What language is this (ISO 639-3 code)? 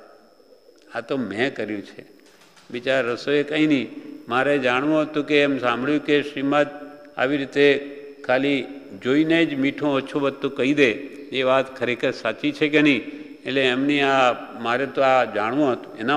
guj